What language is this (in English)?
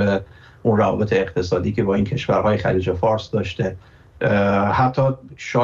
Persian